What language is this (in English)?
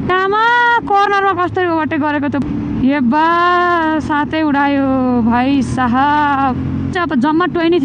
Nepali